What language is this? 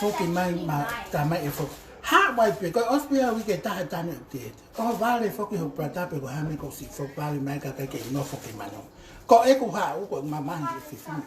Tongan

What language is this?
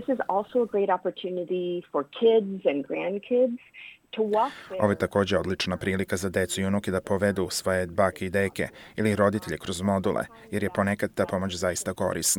Serbian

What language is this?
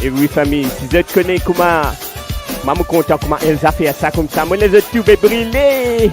Morisyen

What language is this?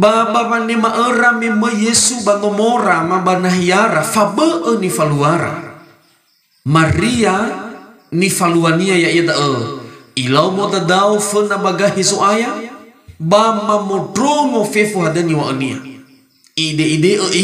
Nias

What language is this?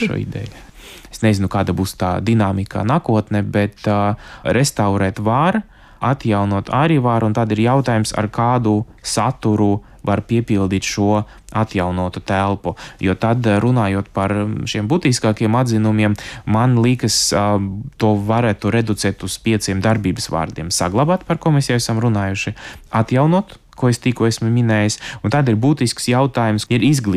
Latvian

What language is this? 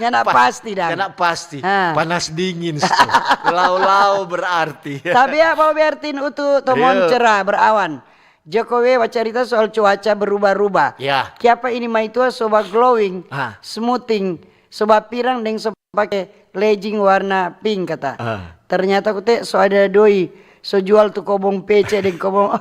Manado Malay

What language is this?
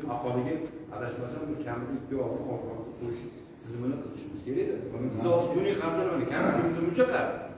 Uzbek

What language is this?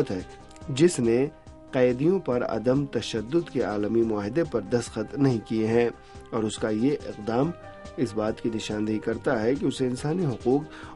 Urdu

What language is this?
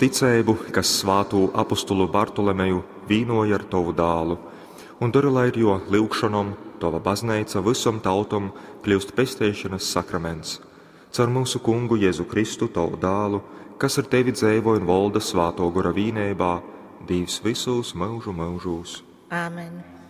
Latgalian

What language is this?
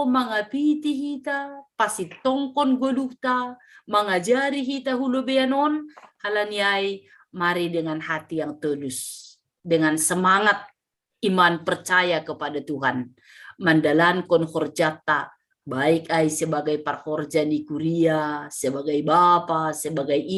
Batak Simalungun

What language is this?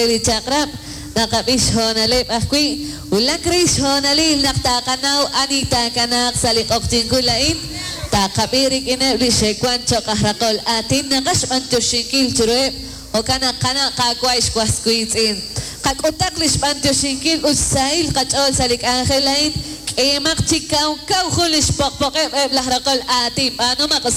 Kekchí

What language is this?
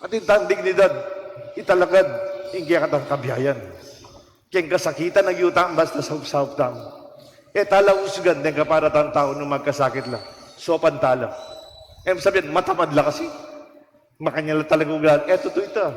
Pampanga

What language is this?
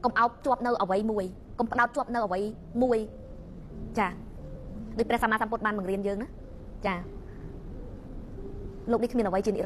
Khmer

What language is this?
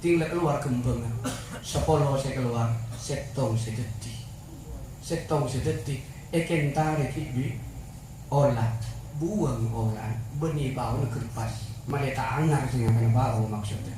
Madurese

